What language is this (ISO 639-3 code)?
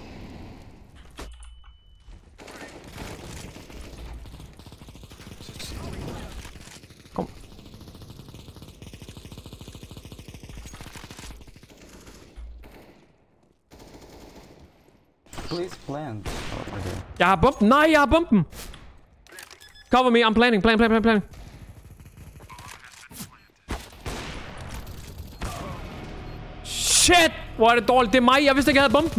dan